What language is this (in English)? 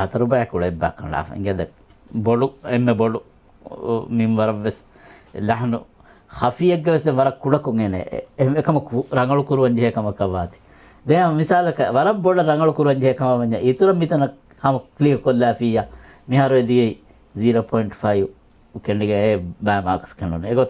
Divehi